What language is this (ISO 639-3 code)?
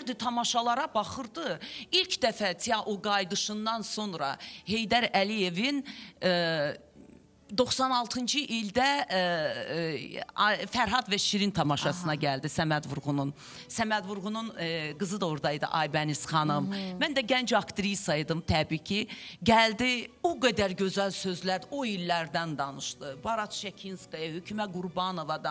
aze